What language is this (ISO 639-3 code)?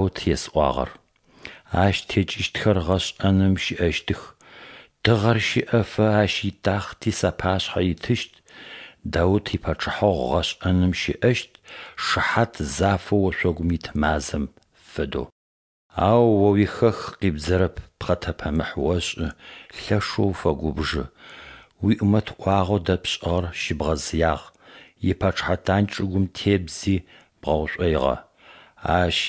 ady